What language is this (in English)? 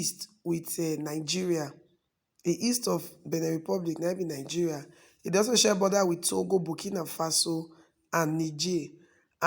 Nigerian Pidgin